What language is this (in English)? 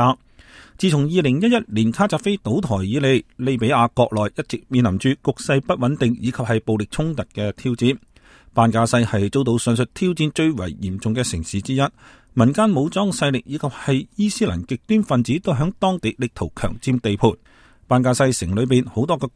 Cantonese